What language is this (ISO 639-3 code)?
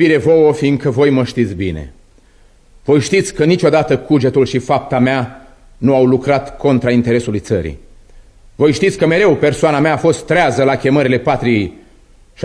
ron